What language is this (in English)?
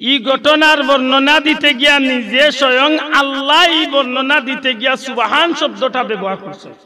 Sylheti